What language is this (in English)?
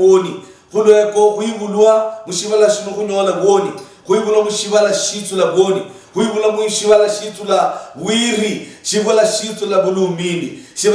Luyia